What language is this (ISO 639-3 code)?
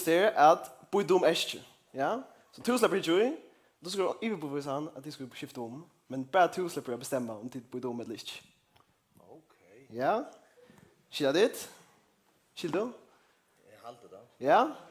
fao